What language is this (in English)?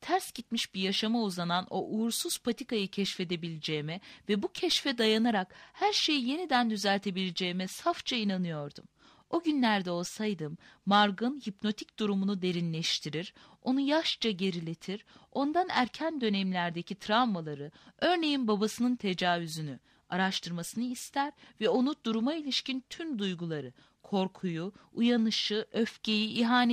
Turkish